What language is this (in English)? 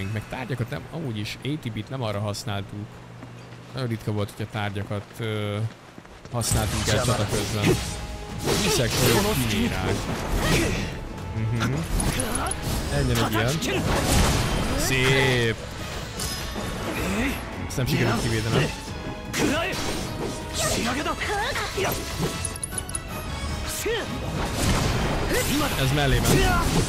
Hungarian